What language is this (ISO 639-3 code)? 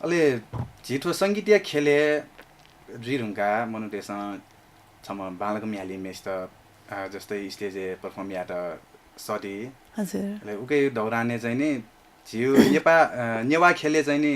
new